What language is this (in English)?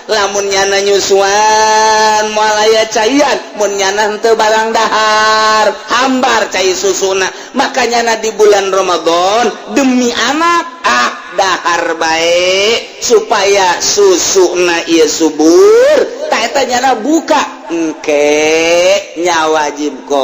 Sundanese